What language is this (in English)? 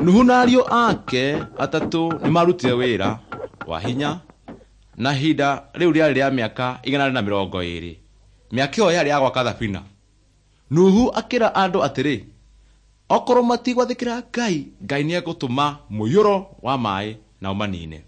Kikuyu